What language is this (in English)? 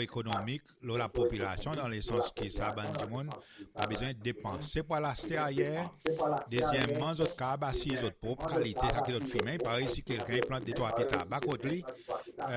Seselwa Creole French